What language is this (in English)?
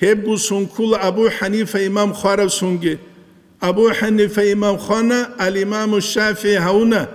Avaric